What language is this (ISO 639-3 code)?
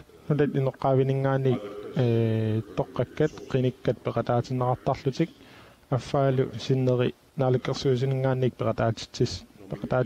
kal